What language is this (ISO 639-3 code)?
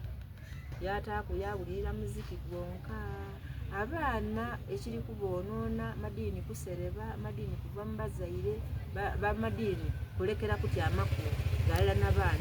xog